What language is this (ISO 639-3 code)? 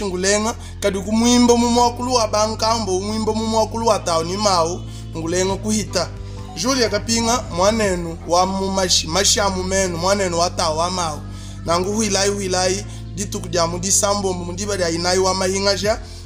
lua